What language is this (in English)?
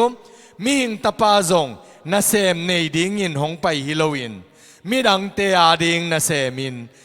Tedim Chin